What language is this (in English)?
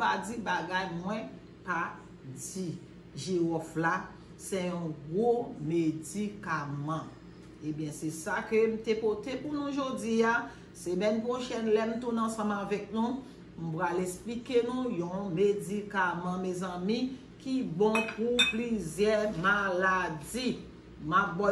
Haitian Creole